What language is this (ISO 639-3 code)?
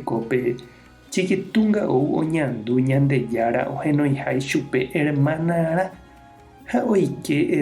grn